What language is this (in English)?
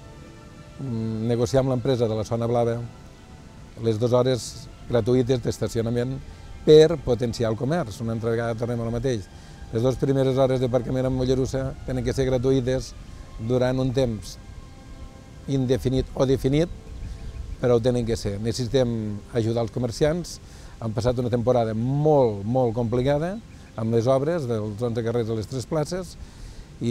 Catalan